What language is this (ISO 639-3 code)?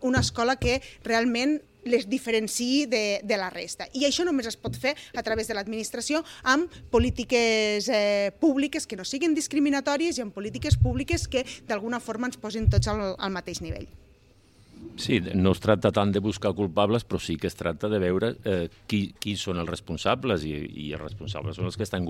cat